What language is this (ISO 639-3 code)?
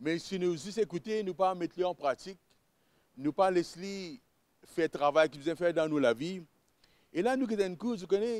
mfe